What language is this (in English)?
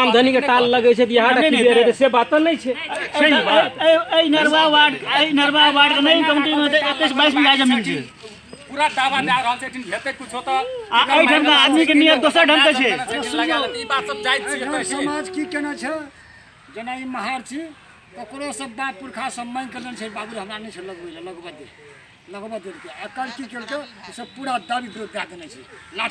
Maithili